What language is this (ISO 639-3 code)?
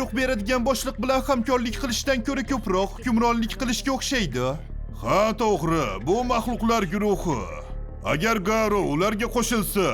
uzb